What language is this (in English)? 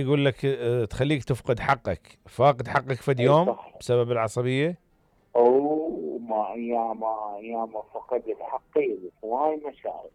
Mesopotamian Arabic